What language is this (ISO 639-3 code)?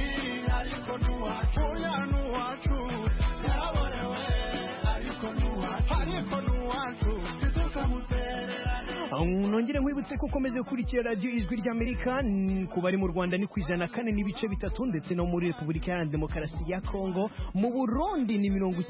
kin